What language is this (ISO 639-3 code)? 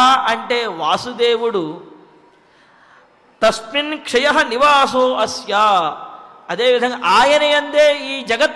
tel